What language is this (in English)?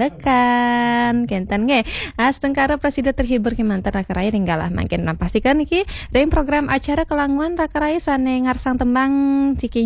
Balinese